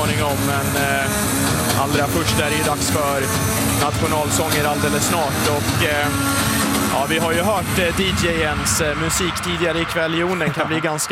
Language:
Swedish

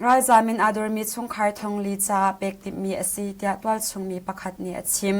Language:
Hakha Chin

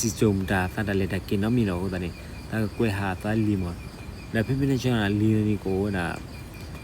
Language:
S'gaw Karen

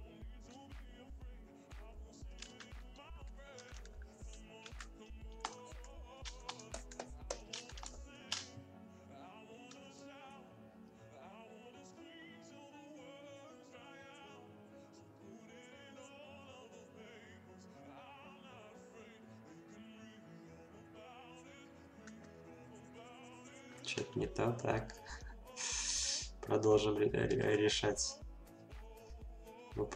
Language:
Russian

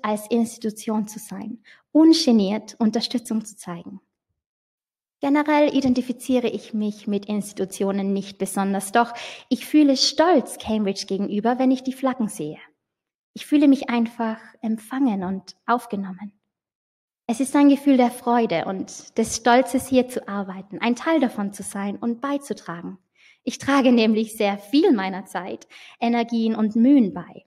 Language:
German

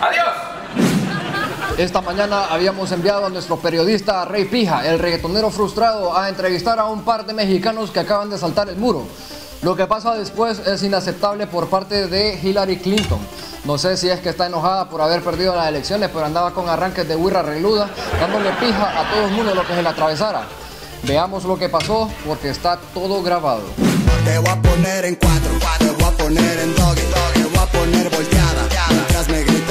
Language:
Spanish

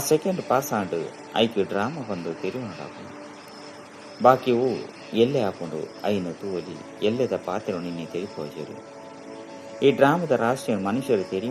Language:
Tulu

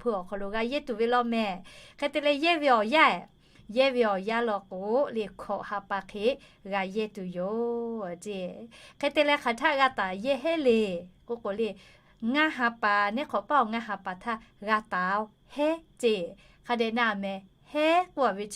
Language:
Lahu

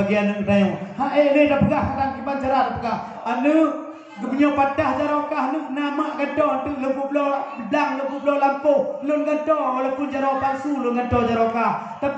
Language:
Achinese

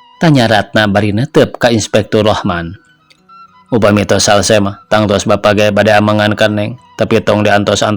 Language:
Sundanese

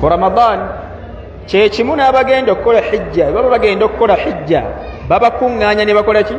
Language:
Ganda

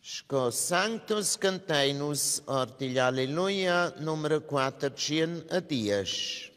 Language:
Romansh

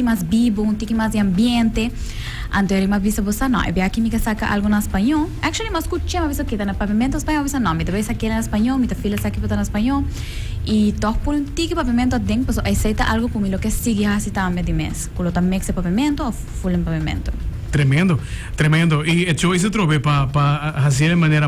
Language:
Papiamento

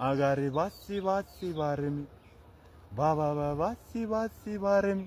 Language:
Amharic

